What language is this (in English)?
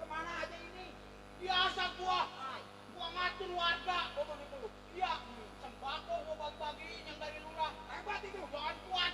Betawi